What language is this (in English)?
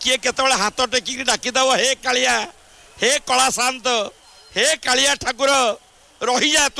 Odia